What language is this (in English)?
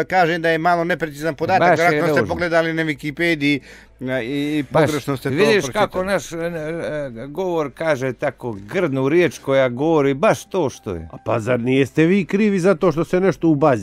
Croatian